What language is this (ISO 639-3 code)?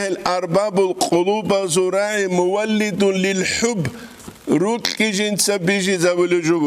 ava